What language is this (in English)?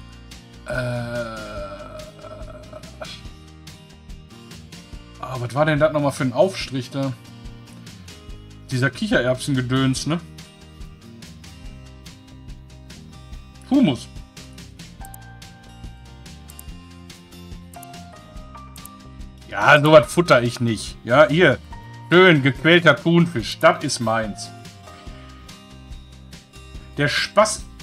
German